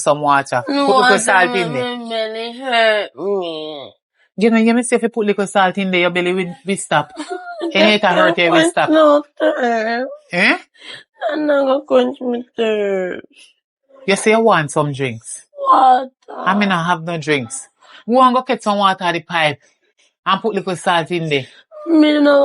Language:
Jamaican Creole English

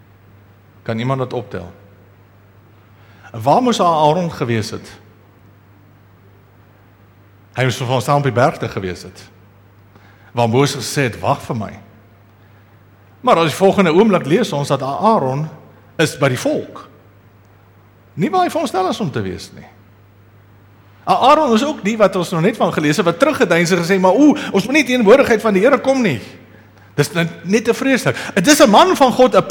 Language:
Afrikaans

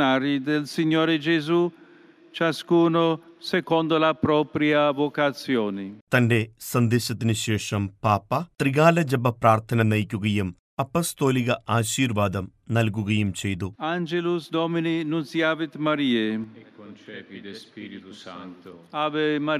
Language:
Malayalam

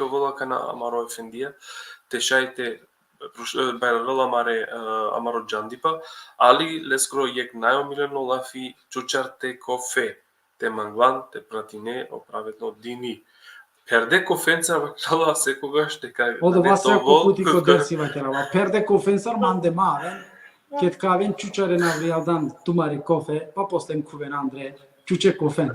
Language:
Balkan Romani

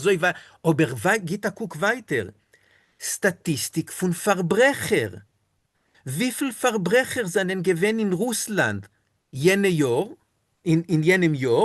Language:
Yiddish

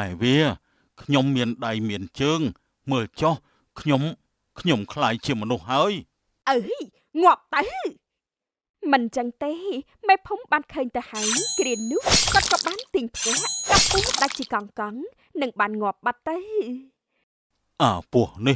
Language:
Khmer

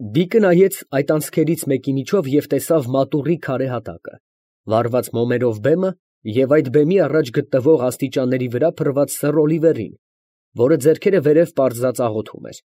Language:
Armenian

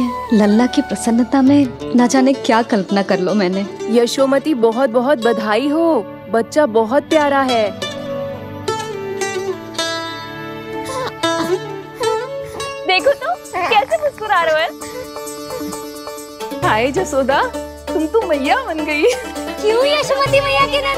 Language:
Hindi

